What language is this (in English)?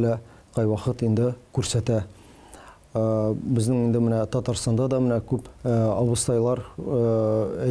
Tatar